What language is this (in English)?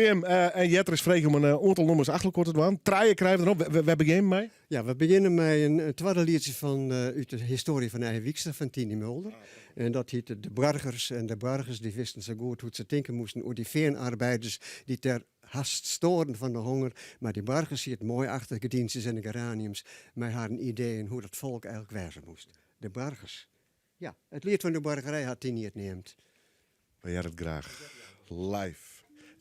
Western Frisian